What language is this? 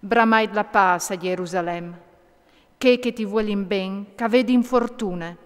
Friulian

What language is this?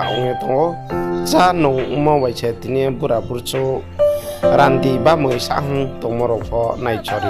Riang (India)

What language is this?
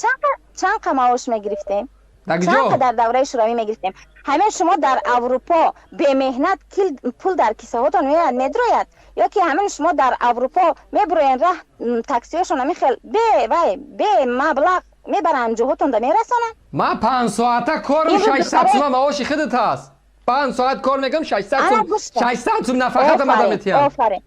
Tajik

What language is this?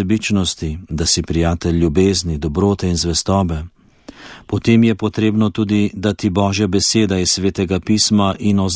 Slovenian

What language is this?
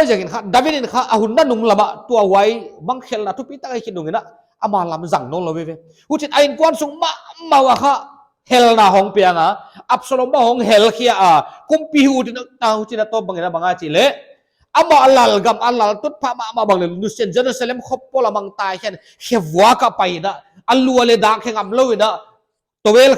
Paite Chin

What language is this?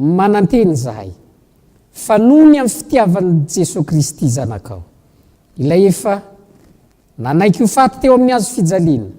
Malagasy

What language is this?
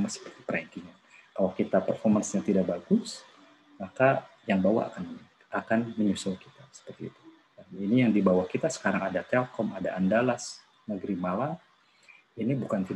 Indonesian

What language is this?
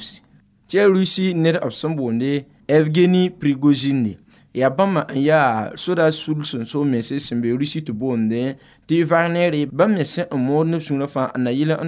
Mossi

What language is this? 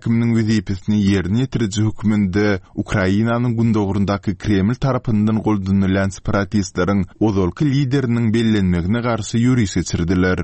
Turkmen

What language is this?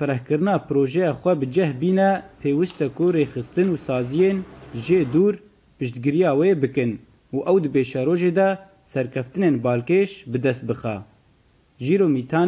Kurdish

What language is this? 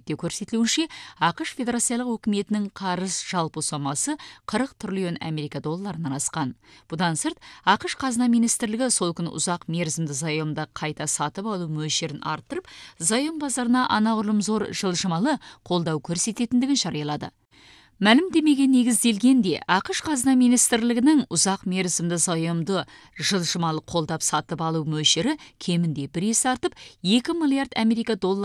Kazakh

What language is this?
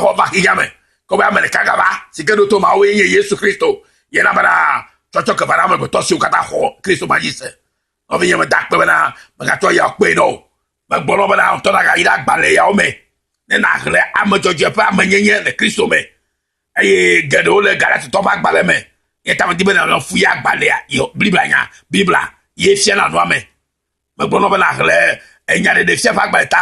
Ewe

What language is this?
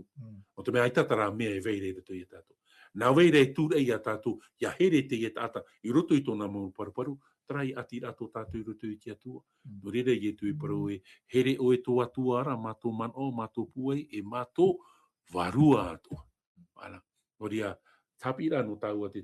Tahitian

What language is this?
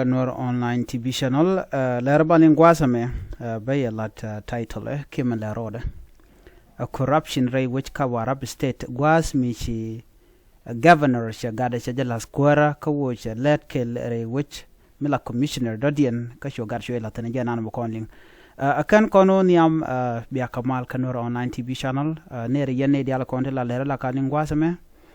Nuer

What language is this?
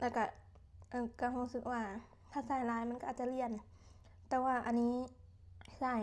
Lao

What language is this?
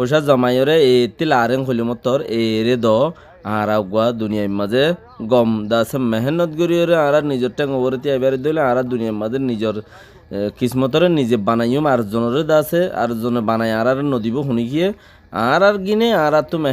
Rohingya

